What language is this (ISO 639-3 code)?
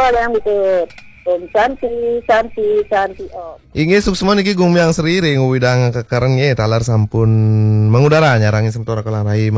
ban